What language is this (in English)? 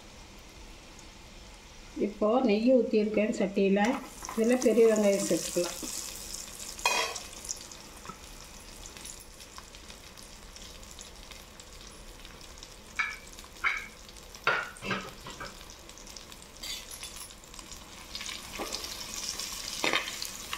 Tamil